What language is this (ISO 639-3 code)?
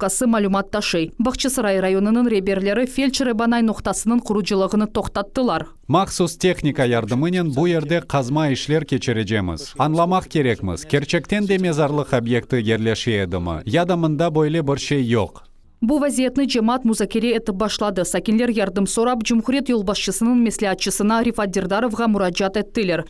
crh